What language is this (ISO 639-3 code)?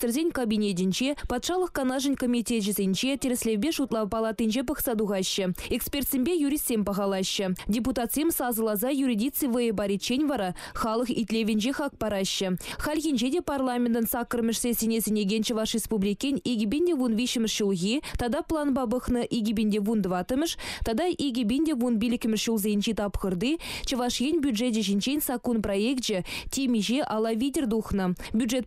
chv